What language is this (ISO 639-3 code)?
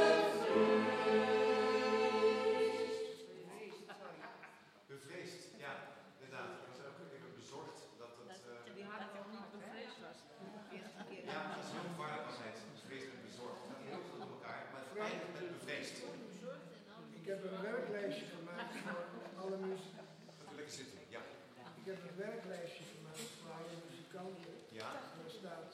nld